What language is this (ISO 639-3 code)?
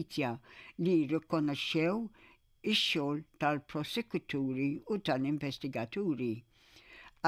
mlt